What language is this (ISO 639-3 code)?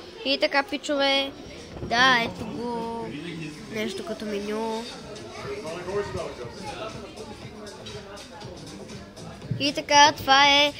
bul